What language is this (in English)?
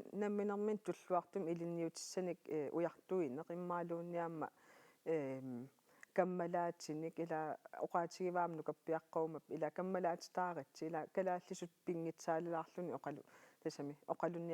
Kalaallisut